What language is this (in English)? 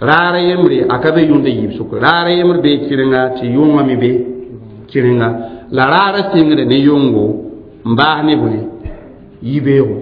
Mossi